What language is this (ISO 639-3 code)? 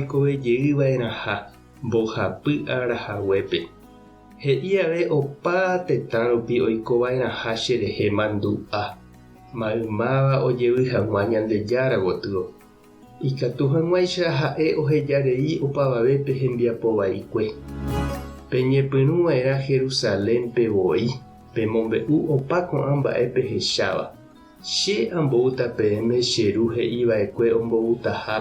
grn